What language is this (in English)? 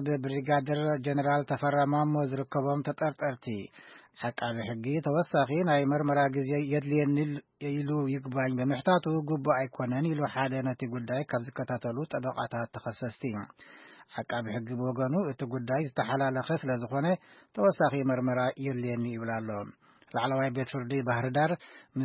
Tigrinya